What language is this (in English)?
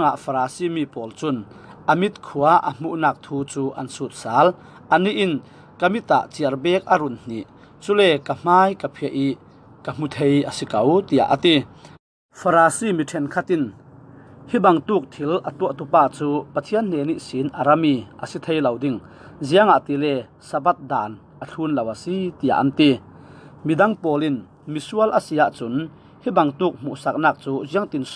Falam Chin